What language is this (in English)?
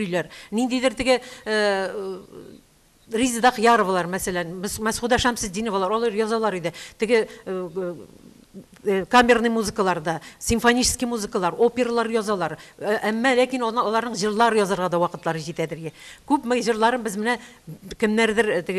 Tatar